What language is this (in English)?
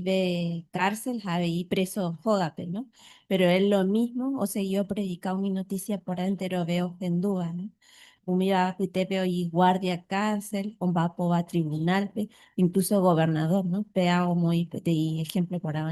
Guarani